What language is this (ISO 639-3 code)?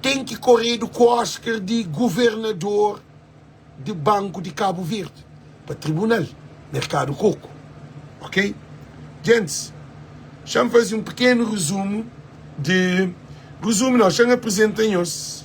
kea